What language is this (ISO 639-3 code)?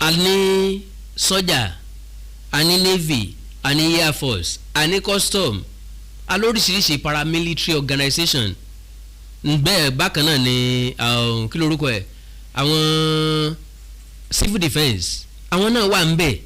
yor